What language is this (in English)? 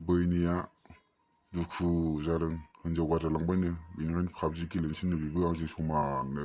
Bodo